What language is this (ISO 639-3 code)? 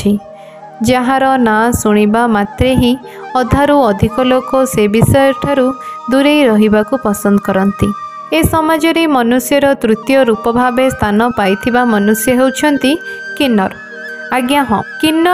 ori